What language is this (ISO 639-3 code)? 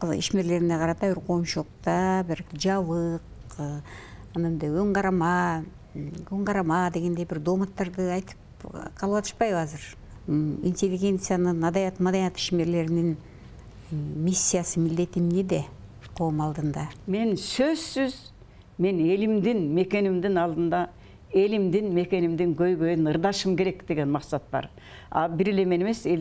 kir